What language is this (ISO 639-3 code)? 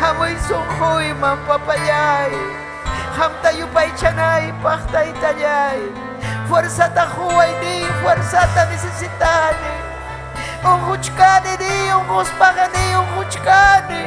quy